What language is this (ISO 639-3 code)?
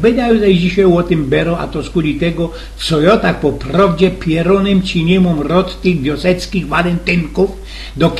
szl